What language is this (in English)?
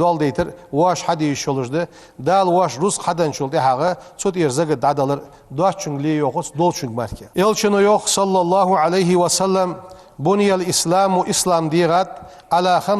Ingush